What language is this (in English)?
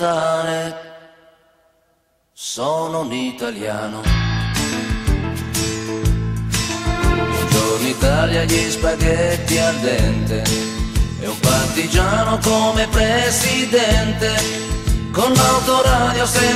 Italian